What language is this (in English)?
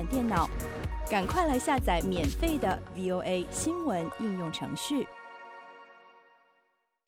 Chinese